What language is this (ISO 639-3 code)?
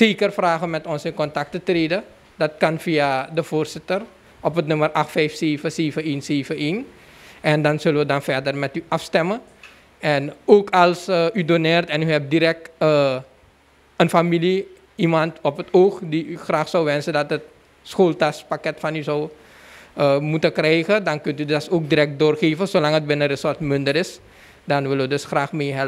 nld